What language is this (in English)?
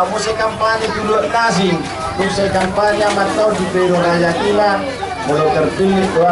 Batak Toba